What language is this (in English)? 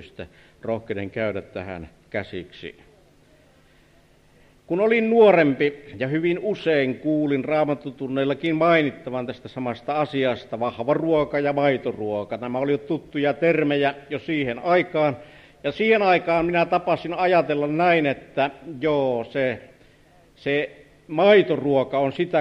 Finnish